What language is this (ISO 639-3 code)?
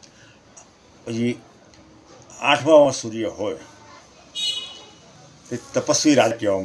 guj